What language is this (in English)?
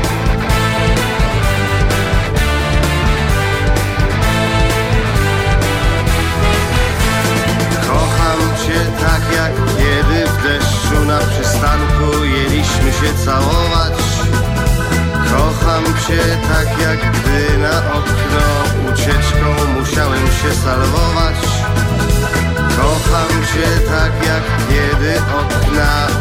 Polish